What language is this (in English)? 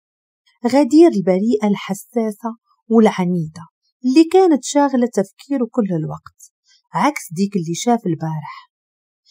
Moroccan Arabic